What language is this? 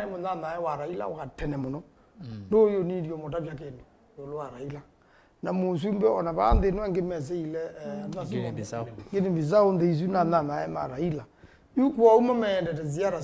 Kamba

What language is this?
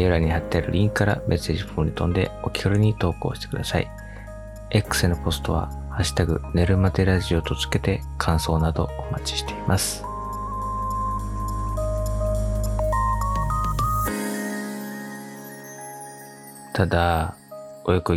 Japanese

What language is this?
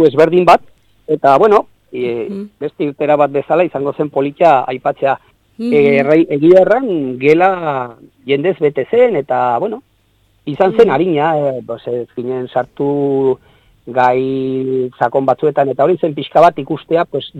Basque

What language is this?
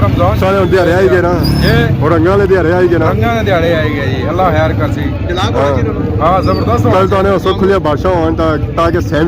Pahari-Potwari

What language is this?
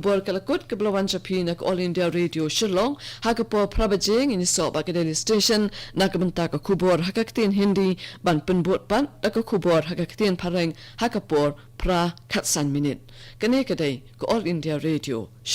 Khasi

